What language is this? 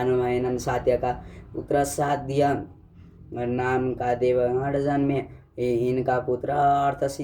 Nepali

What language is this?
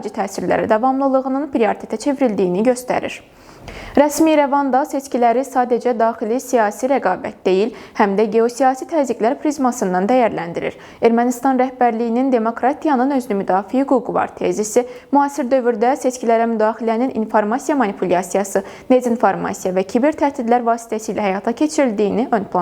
Azerbaijani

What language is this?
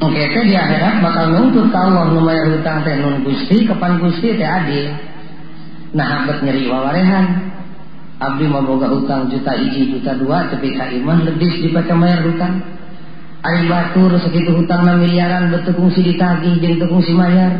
Sundanese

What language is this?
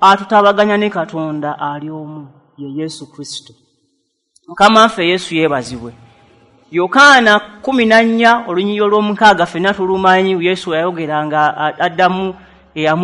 Ganda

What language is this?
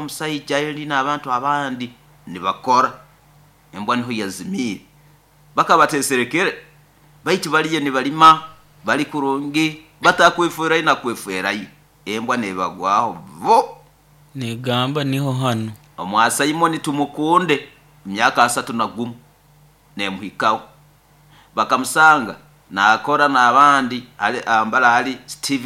Nyoro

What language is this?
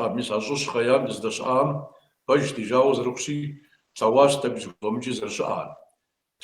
Kabardian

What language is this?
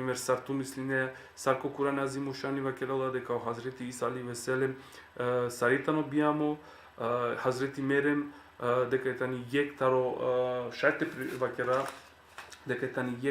Balkan Romani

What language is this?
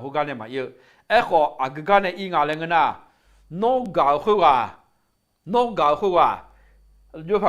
Akha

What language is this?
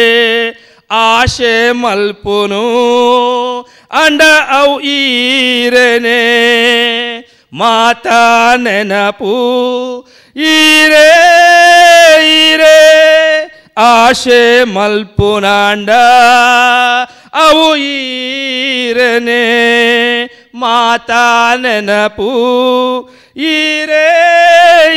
Tulu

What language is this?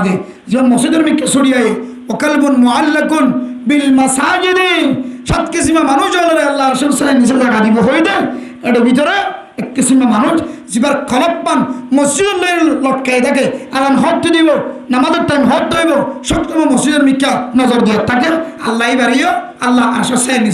Rohingya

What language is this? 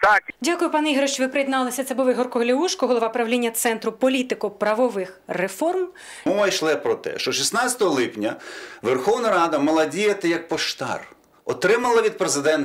Ukrainian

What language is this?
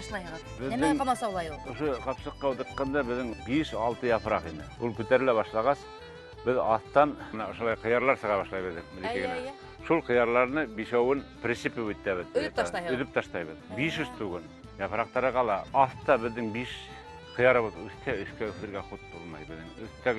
Bashkir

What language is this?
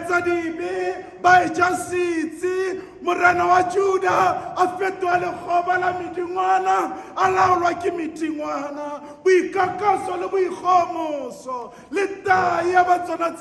Southern Sotho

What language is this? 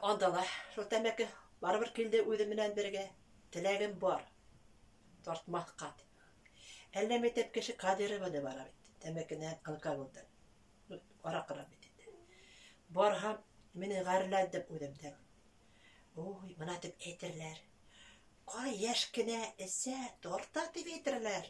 Bashkir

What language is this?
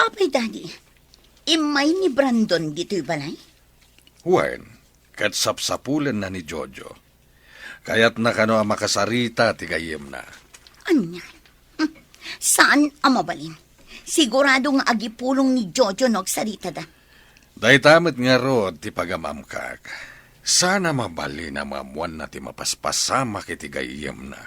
Iloko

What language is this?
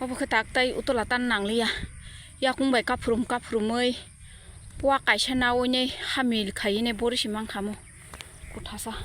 Kok Borok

